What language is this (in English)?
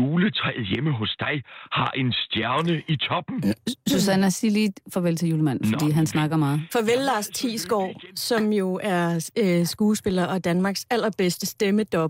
Danish